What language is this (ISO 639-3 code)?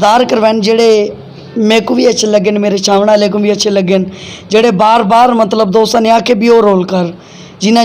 lah